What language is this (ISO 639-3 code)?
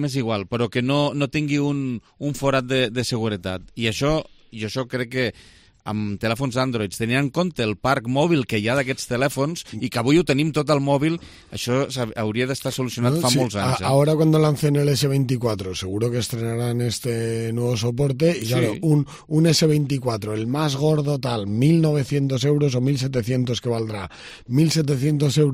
cat